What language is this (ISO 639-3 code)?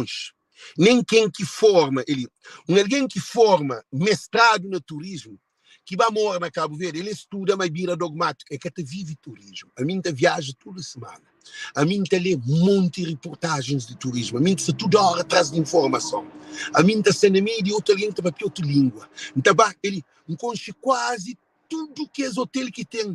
kea